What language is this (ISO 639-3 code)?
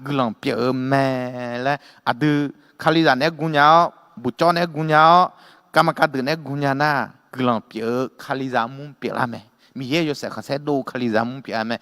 ahk